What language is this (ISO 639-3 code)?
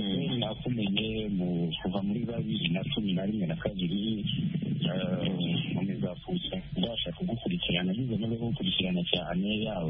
kin